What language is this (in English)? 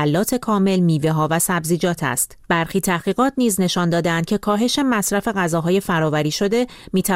Persian